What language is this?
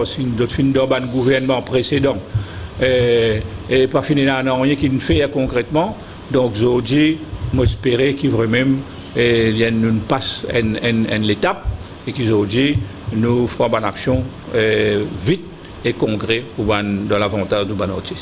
Morisyen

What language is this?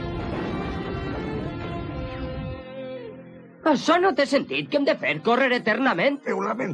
Catalan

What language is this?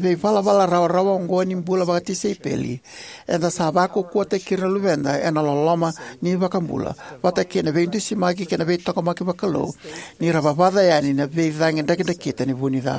Fijian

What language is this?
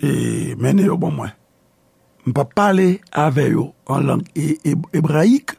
Haitian Creole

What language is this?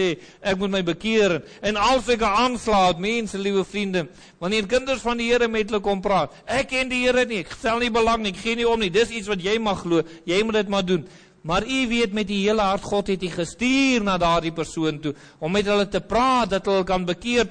Afrikaans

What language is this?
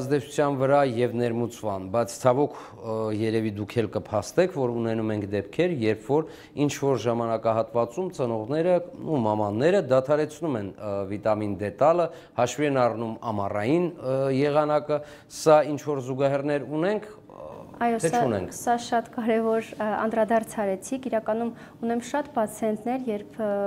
Armenian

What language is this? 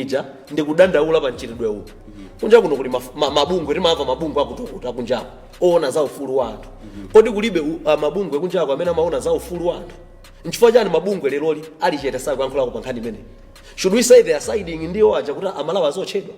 Nyanja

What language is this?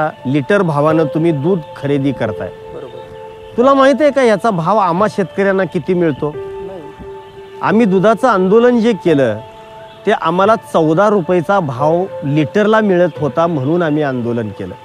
Marathi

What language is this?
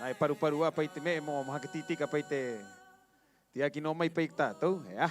Rapanui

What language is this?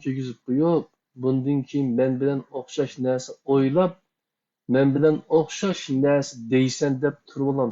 Uyghur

